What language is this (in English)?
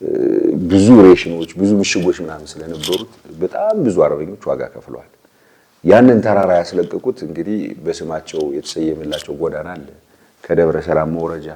Amharic